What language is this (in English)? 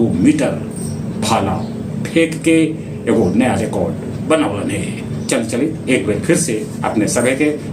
Magahi